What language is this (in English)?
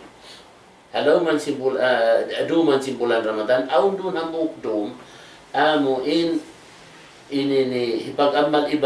Tausug